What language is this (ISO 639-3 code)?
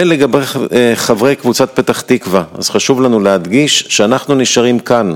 heb